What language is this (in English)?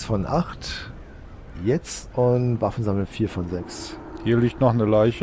German